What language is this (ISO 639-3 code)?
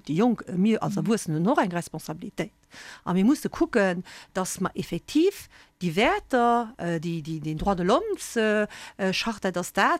ltz